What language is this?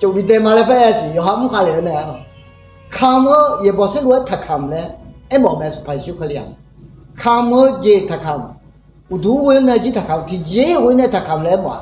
Akha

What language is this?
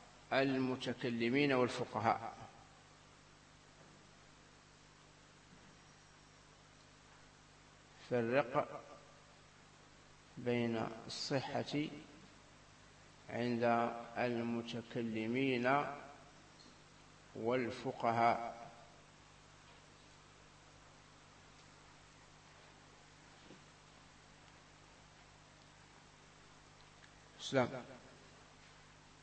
Arabic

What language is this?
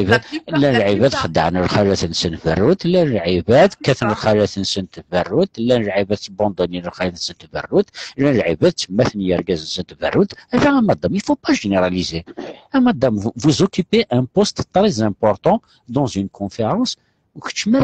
Kabyle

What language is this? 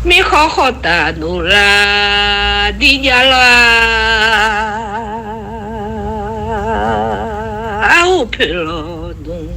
Akha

